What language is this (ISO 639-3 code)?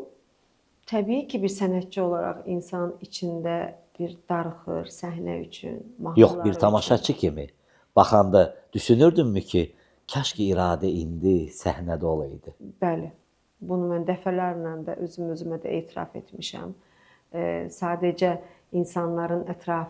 aze